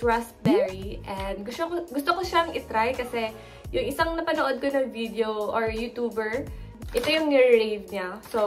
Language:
Filipino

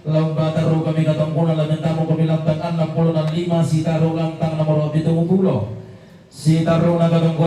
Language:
Toraja-Sa'dan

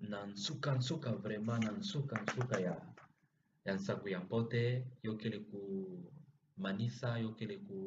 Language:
Kituba (Democratic Republic of Congo)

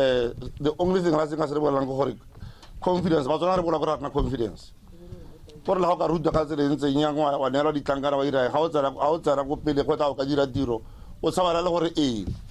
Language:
Tswana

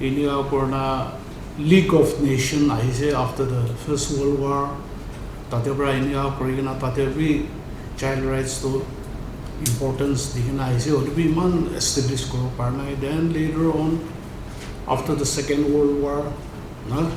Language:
Naga Pidgin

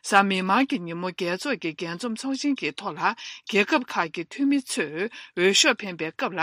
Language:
Tibetan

